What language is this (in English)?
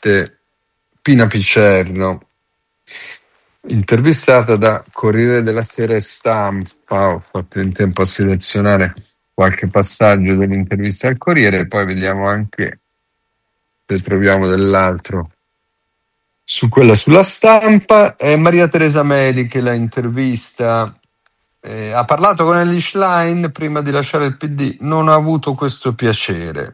Italian